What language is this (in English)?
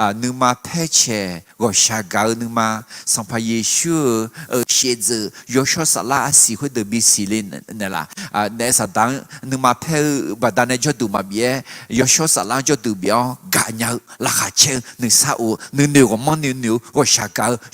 Akha